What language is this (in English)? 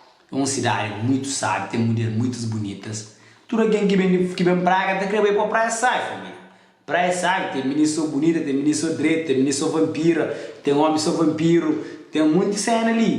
Kabuverdianu